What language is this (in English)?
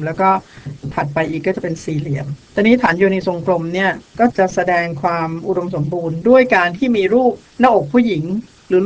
Thai